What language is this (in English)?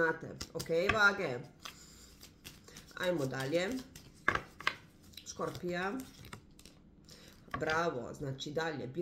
Croatian